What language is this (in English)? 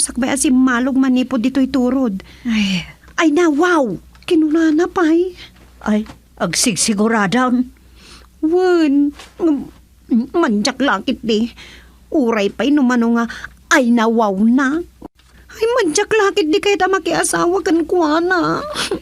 Iloko